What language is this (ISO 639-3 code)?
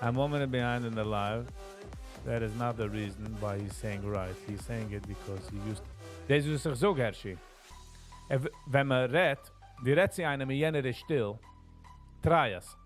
yid